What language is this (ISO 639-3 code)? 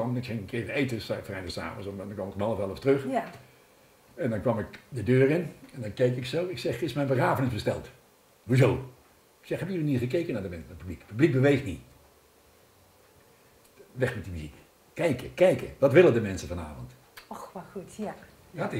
nld